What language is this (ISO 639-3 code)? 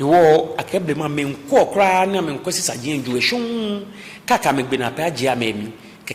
gaa